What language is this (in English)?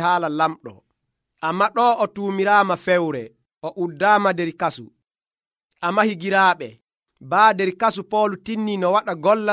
Nigerian Fulfulde